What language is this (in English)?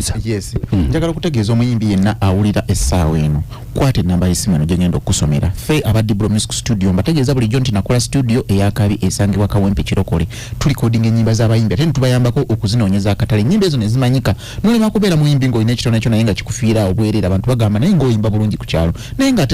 Ganda